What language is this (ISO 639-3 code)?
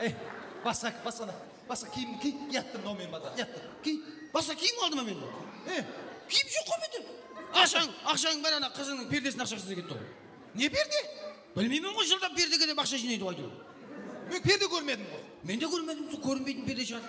kaa